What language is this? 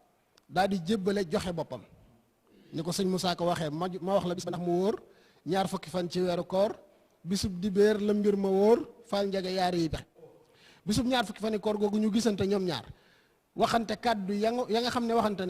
Wolof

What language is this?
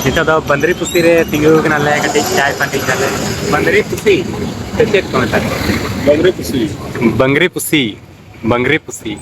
Santali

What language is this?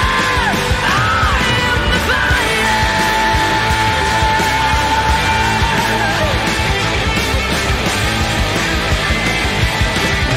English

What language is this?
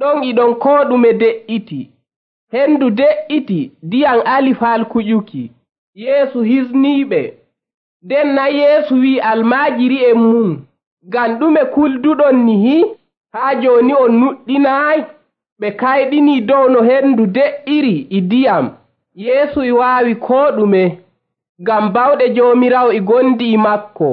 Nigerian Fulfulde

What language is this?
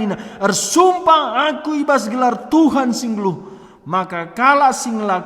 Batak Karo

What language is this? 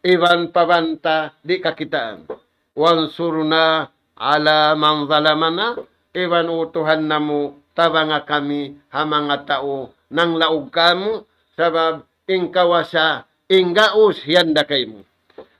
Tausug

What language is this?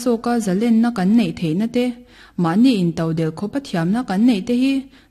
Mizo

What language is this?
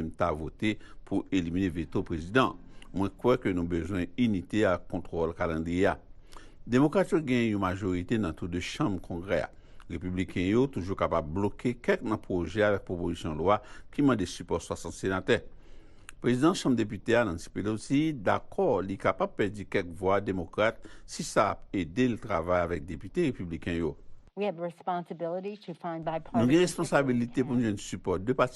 Haitian Creole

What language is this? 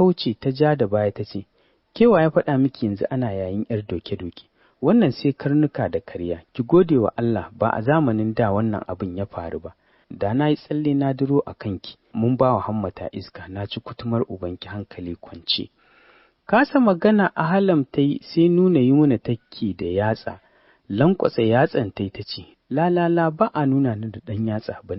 Hausa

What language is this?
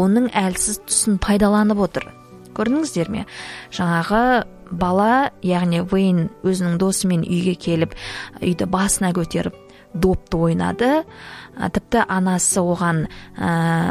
Kazakh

